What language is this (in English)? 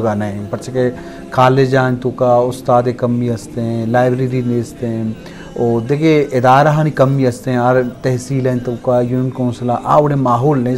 Eastern Balochi